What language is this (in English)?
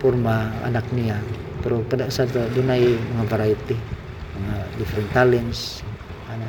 Cebuano